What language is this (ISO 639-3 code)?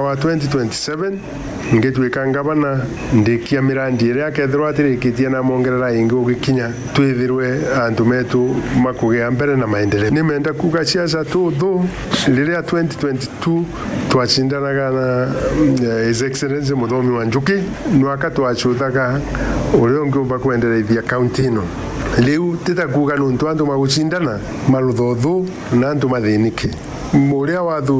mer